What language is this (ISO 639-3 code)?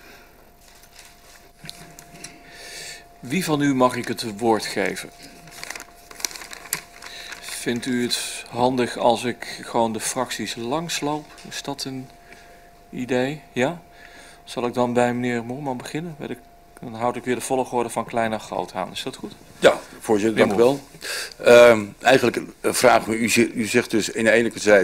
nld